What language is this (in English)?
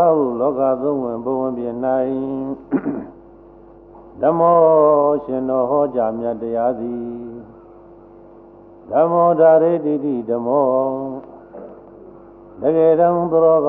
Burmese